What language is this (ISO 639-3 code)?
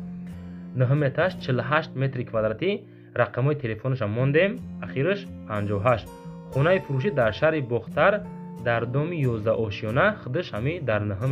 tgk